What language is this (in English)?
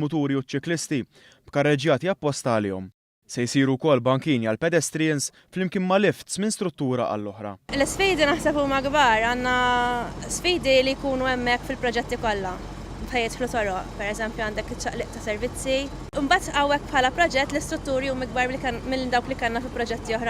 Maltese